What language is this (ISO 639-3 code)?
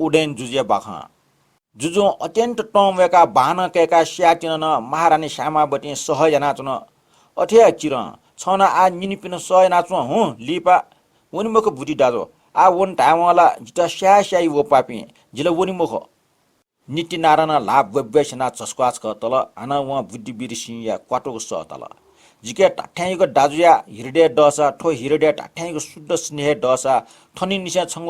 new